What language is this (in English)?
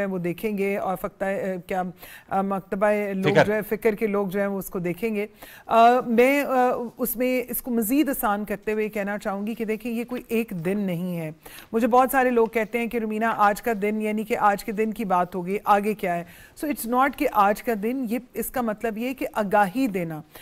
Urdu